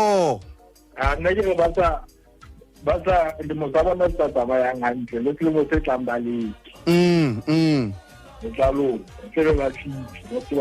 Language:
Southern Sotho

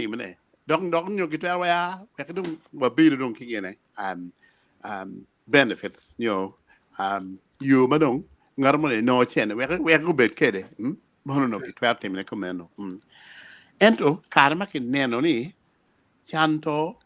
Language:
Acoli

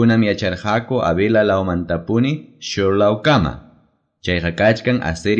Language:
Quechua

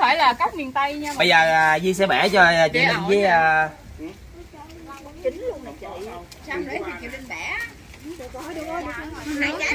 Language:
Vietnamese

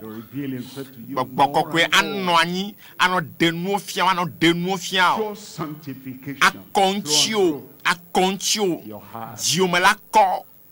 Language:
Ewe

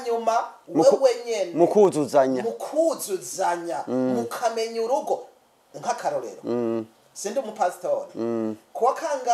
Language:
Rundi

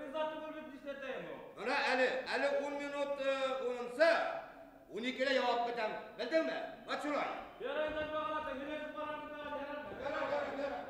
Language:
Bashkir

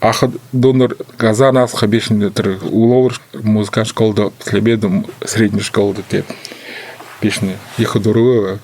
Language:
Buriat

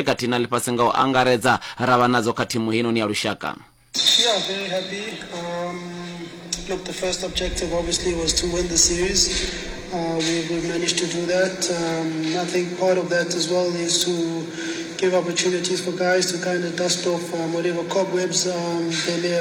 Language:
Venda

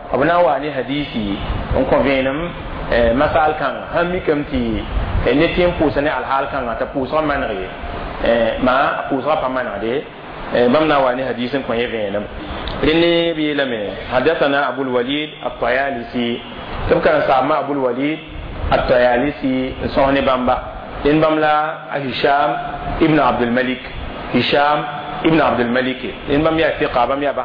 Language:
Mossi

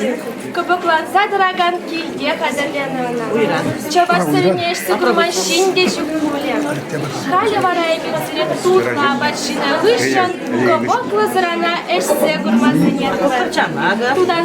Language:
Chuvash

